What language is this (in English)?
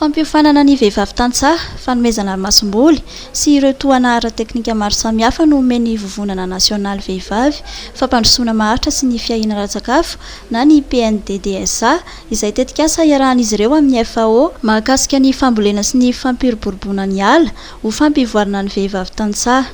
Malagasy